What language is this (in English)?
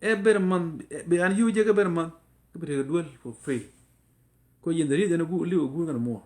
Nuer